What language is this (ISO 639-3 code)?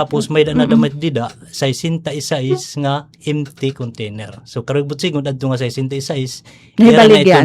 war